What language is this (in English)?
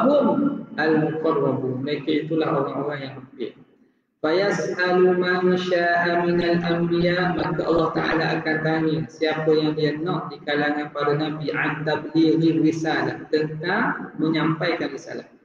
Malay